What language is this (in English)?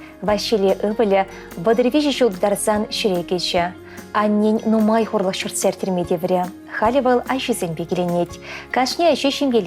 Chuvash